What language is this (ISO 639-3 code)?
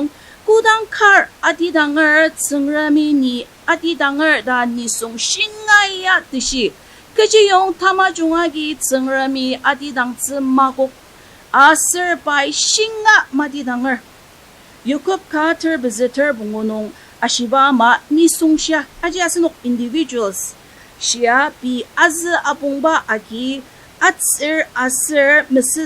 njo